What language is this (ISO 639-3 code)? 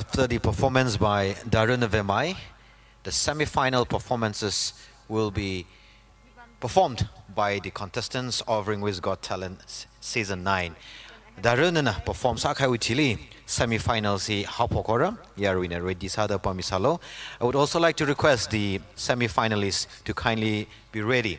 nmf